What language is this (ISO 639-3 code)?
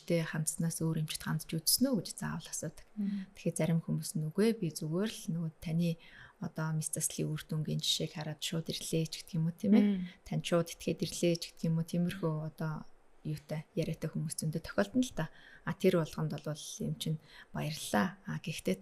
mon